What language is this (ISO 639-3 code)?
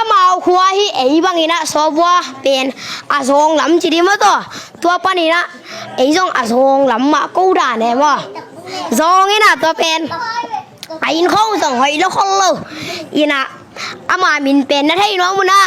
ctd